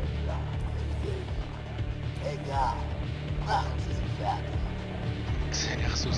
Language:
Swiss German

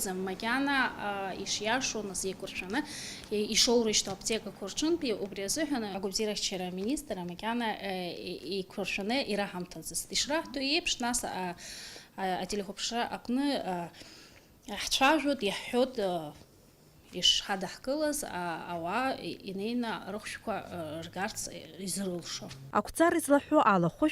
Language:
Abkhazian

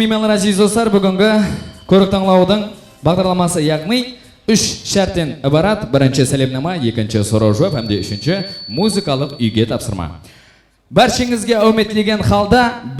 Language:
Kara-Kalpak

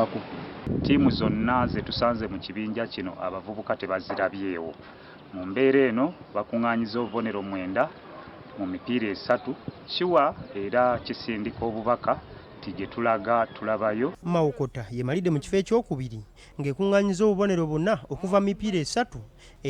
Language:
Ganda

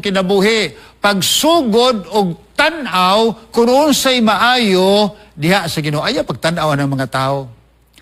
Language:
Cebuano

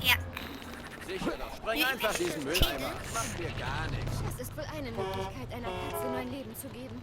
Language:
Swiss German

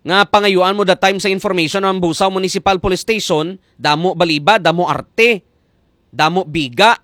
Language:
Hiligaynon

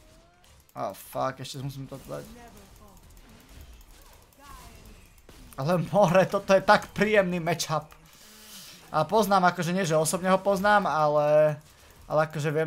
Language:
Slovak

